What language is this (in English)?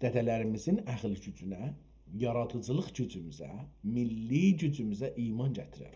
South Azerbaijani